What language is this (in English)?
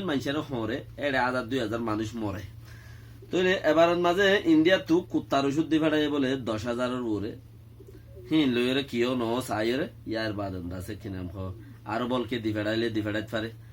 Rohingya